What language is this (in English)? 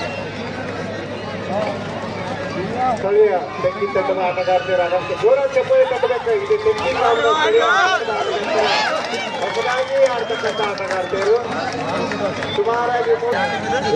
Kannada